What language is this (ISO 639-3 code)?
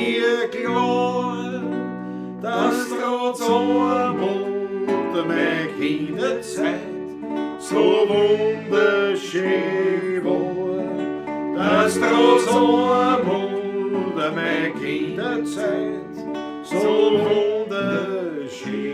bar